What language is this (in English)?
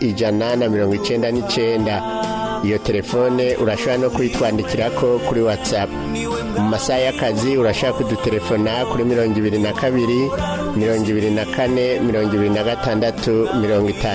Rundi